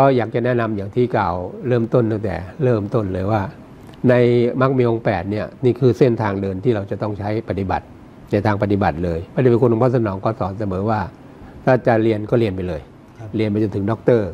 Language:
Thai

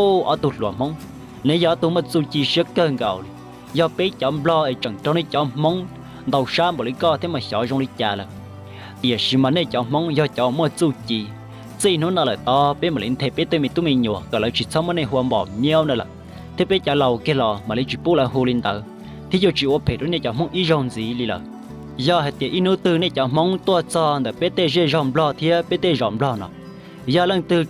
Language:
Hmong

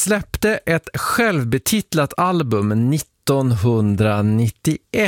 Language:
Swedish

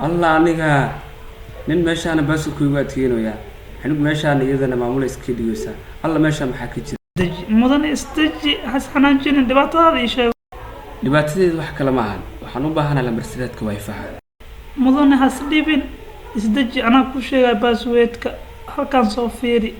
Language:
Somali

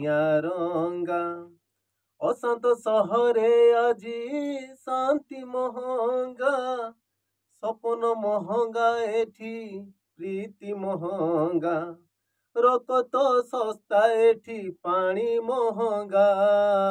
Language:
Odia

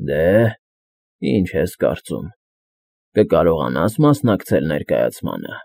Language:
Armenian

